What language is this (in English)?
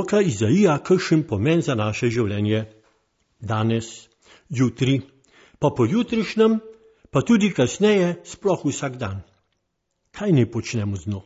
Slovenian